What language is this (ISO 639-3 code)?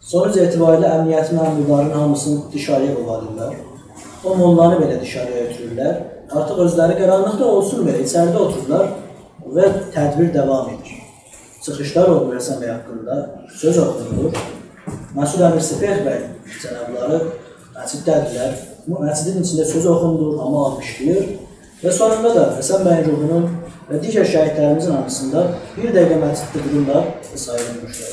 azb